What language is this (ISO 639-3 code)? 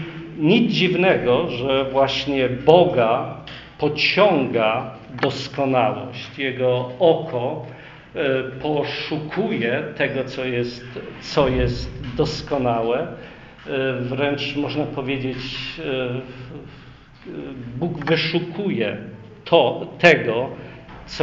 pol